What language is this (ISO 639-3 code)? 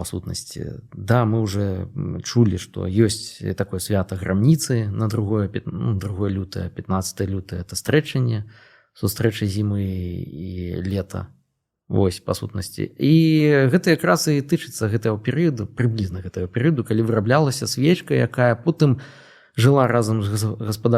bel